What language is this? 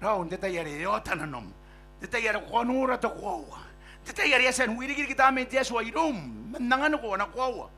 Gilbertese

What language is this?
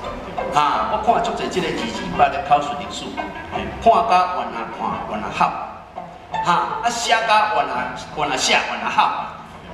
Min Nan Chinese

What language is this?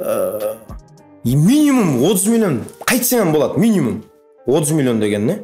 Kara-Kalpak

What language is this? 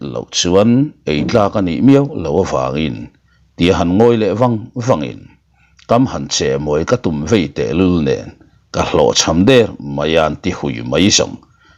Mizo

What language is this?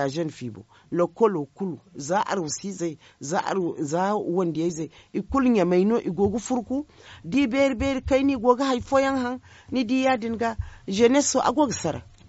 Zarma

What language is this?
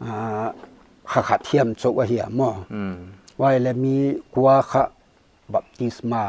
Paite Chin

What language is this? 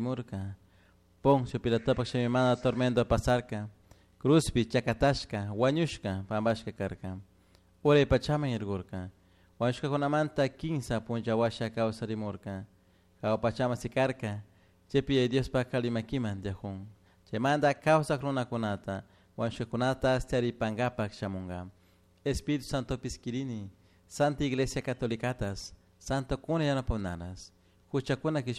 Chimborazo Highland Quichua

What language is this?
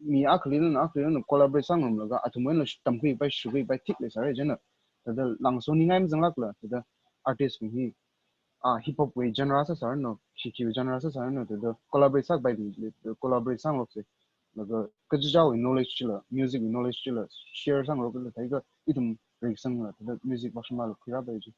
Tangkhul Naga (India)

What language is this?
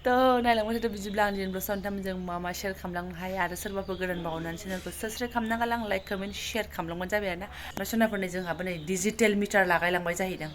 Bodo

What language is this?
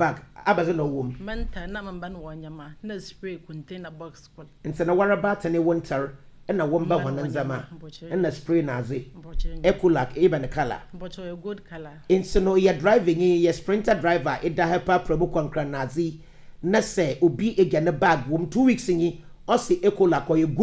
Akan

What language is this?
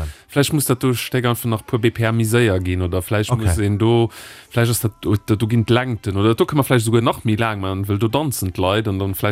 Luxembourgish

